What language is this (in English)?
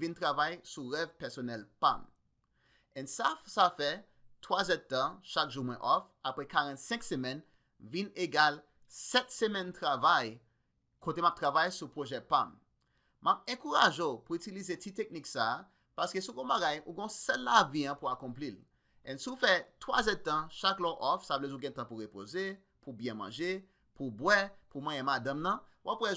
Haitian Creole